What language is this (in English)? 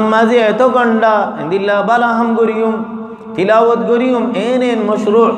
Rohingya